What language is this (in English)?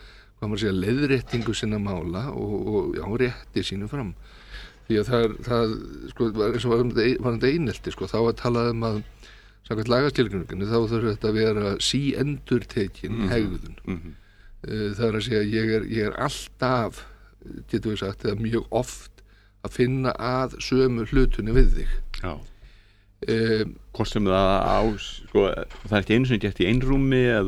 Icelandic